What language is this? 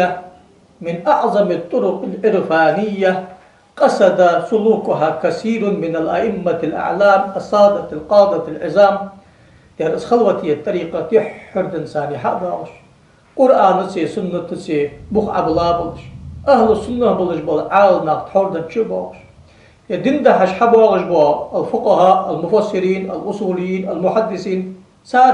Ingush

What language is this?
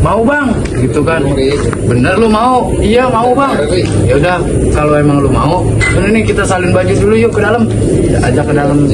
Betawi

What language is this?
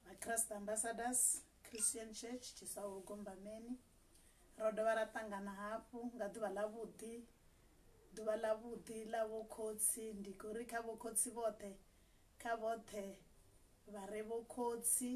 Venda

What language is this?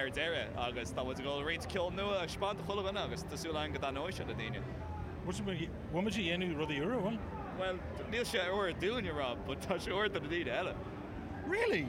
Irish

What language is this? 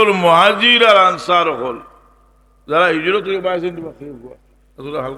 Sylheti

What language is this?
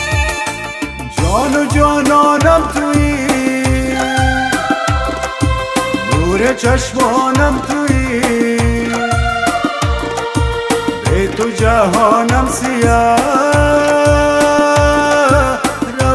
Persian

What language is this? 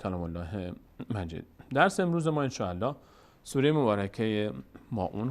Persian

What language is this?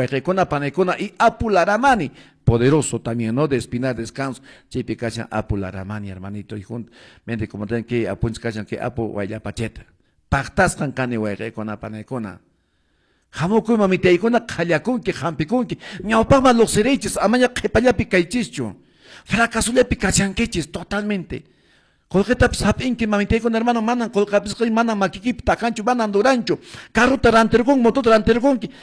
Quechua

